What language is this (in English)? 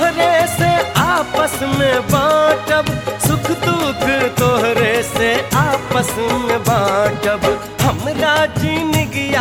Bhojpuri